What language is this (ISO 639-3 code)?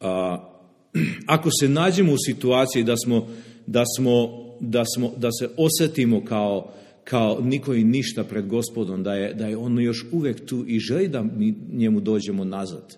srp